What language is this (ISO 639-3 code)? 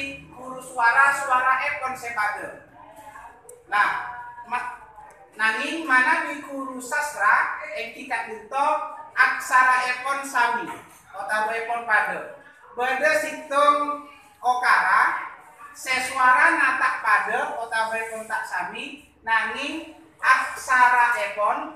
mad